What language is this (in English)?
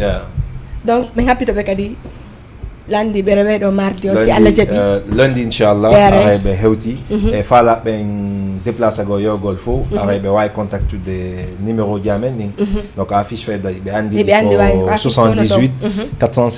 Fula